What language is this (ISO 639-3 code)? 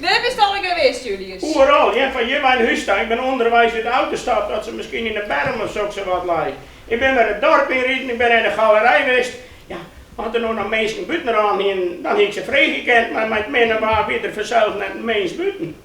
fry